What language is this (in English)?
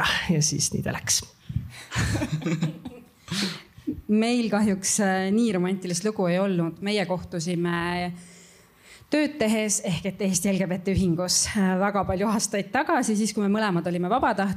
Estonian